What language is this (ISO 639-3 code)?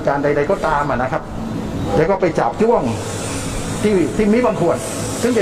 tha